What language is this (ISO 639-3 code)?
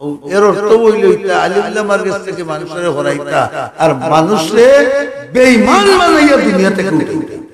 syl